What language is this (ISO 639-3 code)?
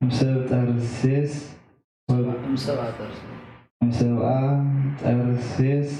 gez